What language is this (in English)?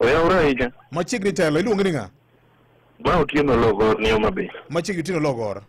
Luo (Kenya and Tanzania)